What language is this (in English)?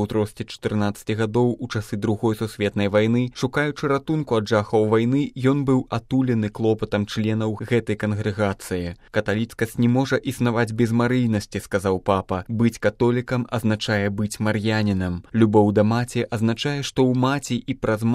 Belarusian